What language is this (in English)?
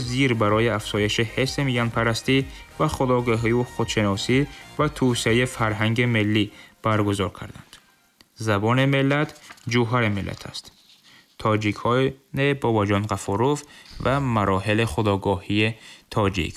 Tajik